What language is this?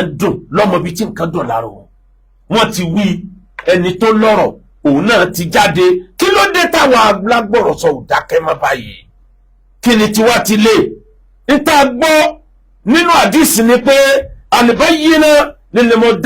Yoruba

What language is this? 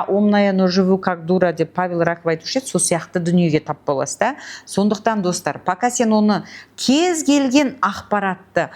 Kazakh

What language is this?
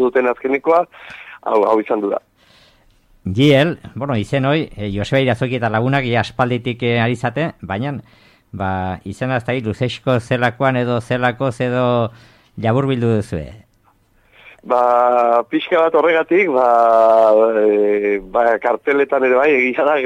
Basque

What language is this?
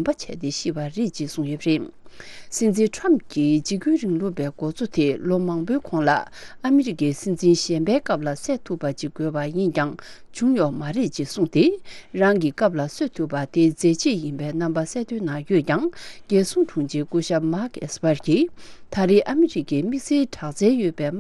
Tibetan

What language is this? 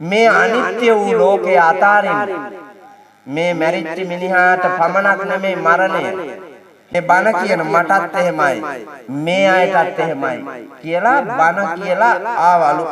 Sinhala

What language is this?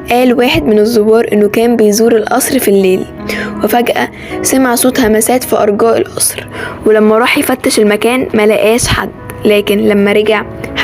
Egyptian Arabic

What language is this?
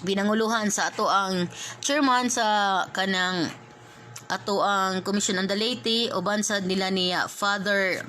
Cebuano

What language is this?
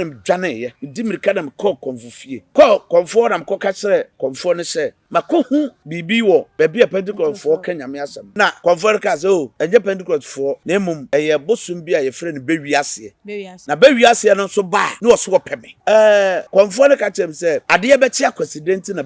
Akan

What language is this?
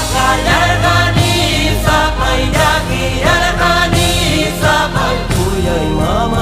Ayacucho Quechua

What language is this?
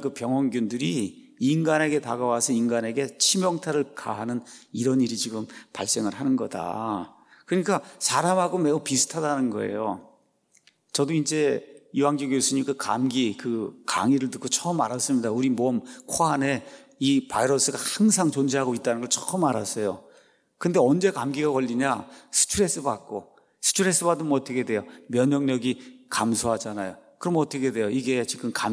Korean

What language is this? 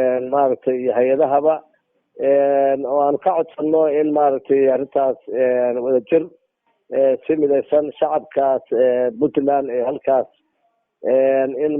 Somali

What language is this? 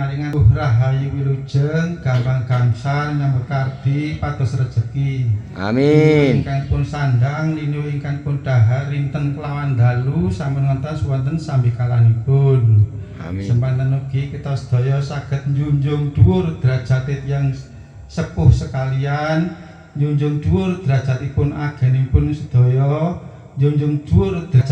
Javanese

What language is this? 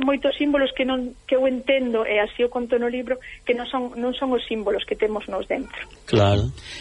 Galician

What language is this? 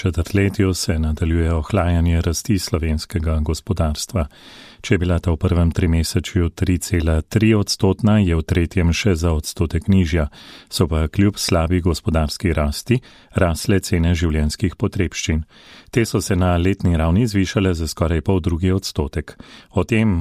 Slovenian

